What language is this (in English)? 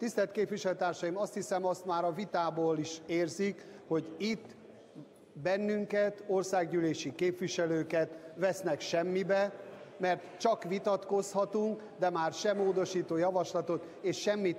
Hungarian